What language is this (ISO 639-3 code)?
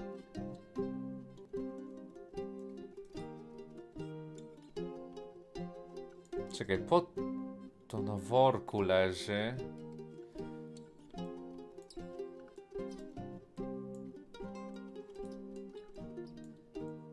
pol